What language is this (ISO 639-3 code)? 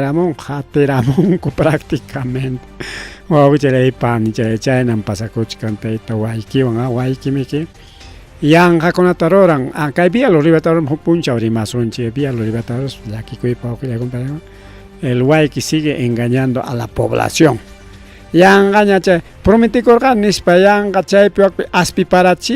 quy